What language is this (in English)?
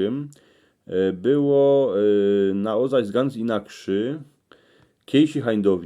Silesian